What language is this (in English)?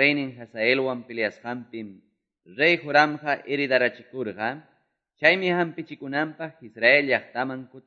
Quechua